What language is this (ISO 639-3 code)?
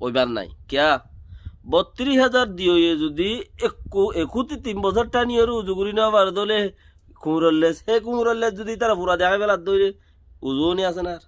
rhg